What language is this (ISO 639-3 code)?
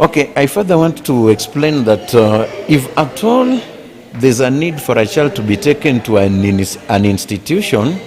guz